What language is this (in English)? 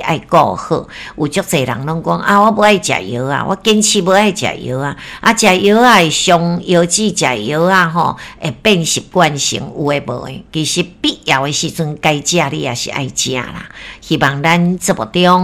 Min Nan Chinese